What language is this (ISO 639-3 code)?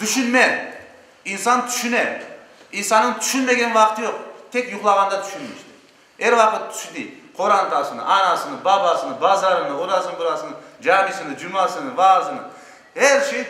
crh